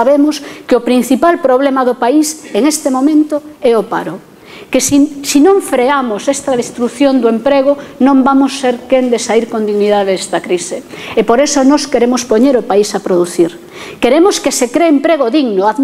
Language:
Galician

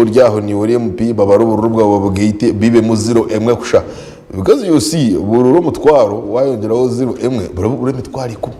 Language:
Nyankole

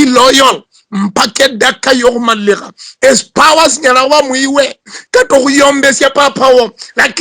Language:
Luyia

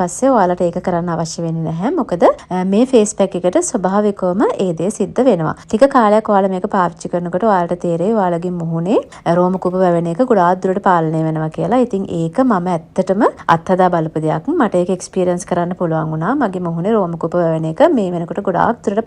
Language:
Sinhala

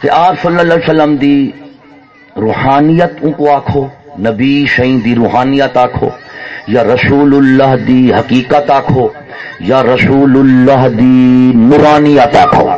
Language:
Saraiki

